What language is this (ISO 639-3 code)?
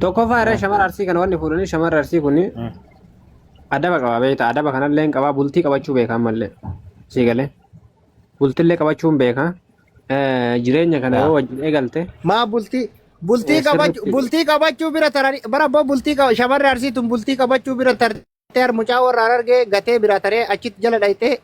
orm